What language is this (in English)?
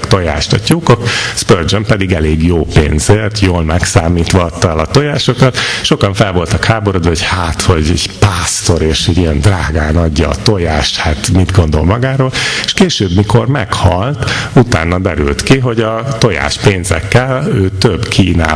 Hungarian